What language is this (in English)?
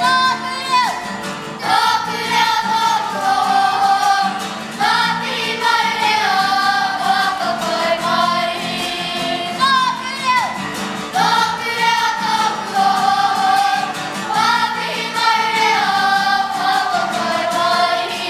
Māori